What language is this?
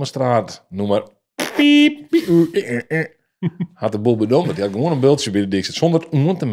Western Frisian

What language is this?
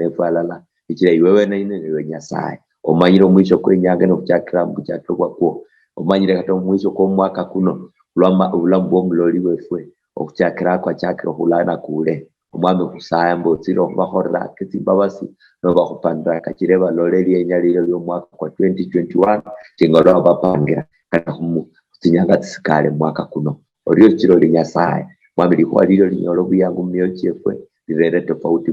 Luyia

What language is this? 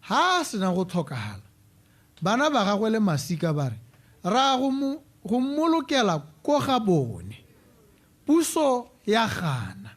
Tswana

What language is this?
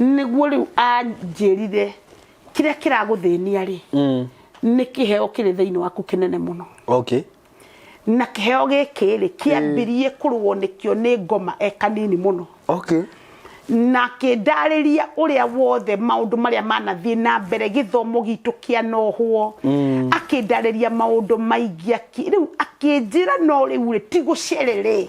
Kikuyu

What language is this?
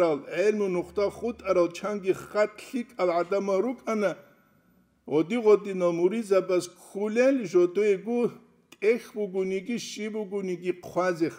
Avaric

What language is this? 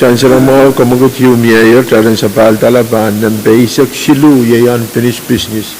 Pohnpeian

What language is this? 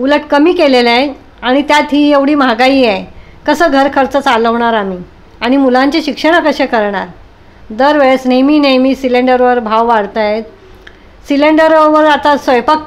Marathi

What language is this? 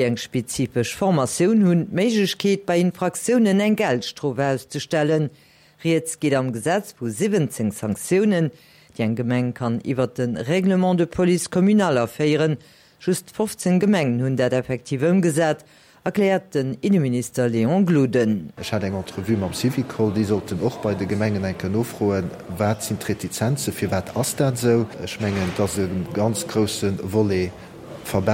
Luxembourgish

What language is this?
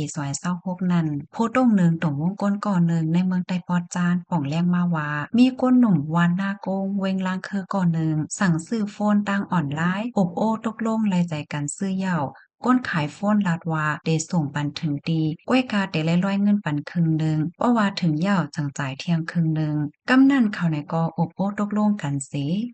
Shan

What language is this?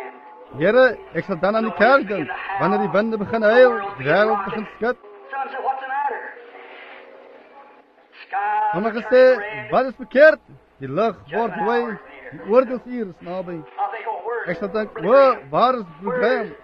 Afrikaans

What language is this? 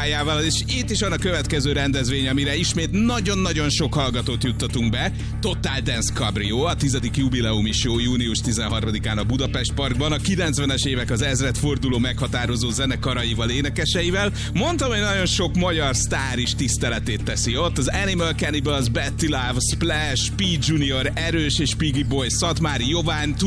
Hungarian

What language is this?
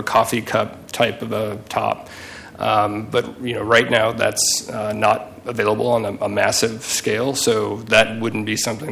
English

